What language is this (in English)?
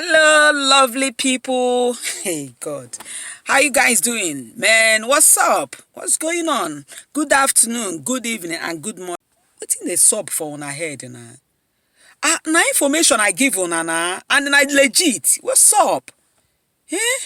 Igbo